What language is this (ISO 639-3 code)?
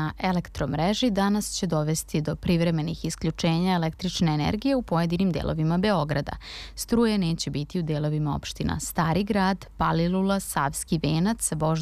srp